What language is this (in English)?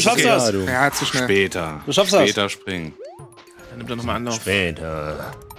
German